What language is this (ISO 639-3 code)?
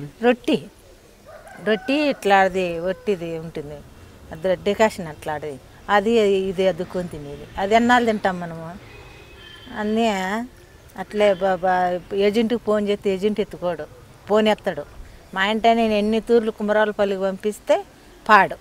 tel